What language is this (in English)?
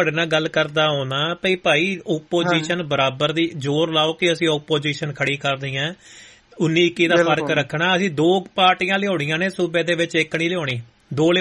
Punjabi